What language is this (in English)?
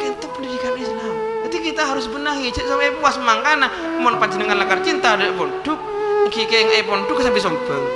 Madurese